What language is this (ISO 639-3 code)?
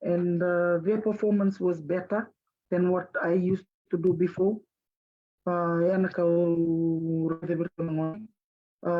fij